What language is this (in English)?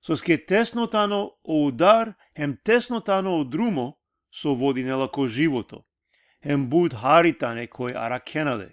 Balkan Romani